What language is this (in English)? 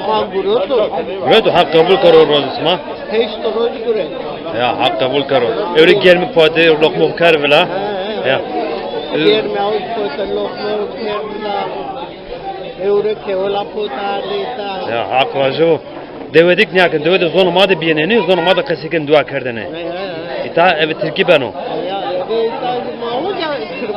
Zaza